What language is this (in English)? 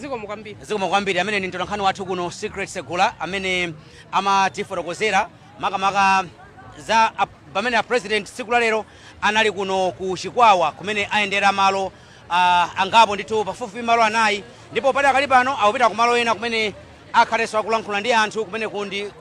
Nyanja